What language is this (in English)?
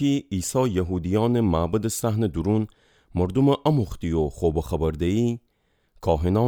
Gilaki